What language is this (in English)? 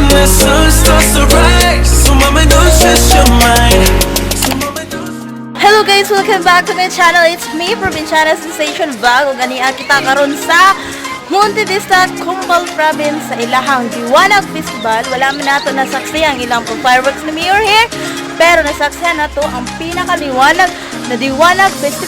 Cebuano